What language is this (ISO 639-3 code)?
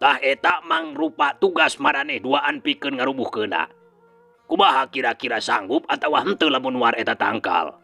sun